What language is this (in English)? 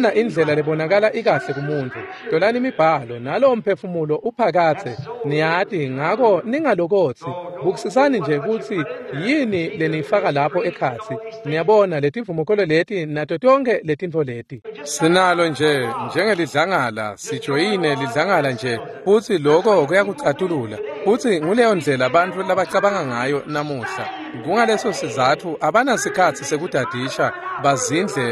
Swati